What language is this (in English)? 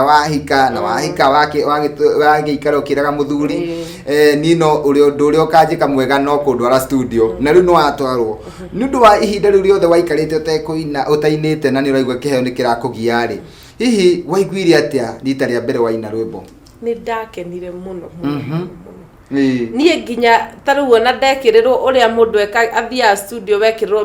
Kikuyu